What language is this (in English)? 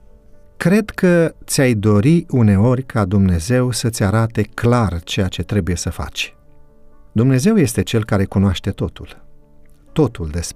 Romanian